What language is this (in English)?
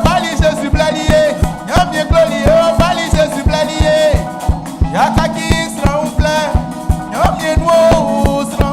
Baoulé